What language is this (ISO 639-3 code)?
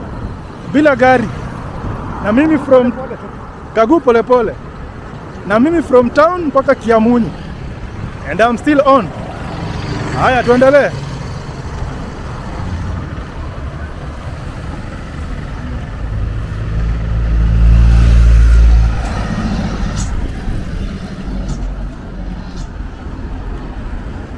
swa